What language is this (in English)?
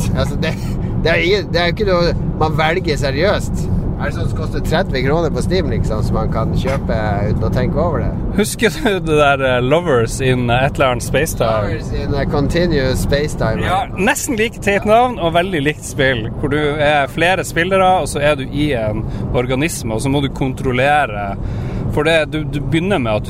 Norwegian